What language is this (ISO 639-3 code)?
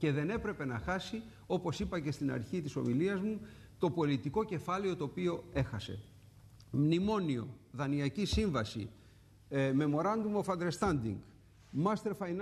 ell